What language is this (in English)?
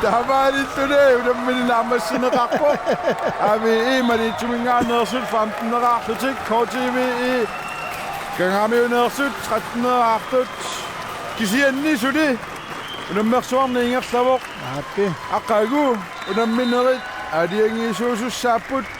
Kalaallisut